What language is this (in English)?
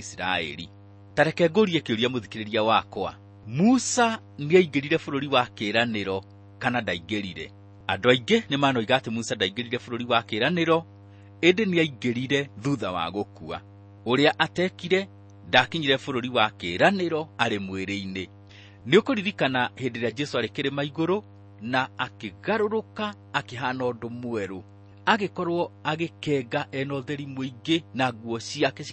Kikuyu